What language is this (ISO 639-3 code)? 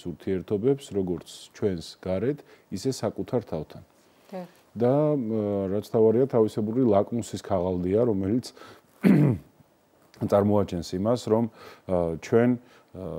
kat